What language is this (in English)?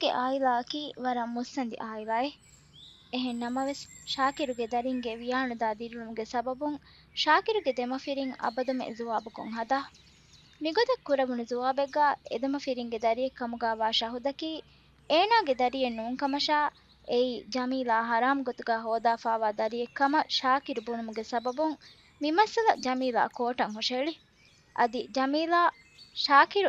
Divehi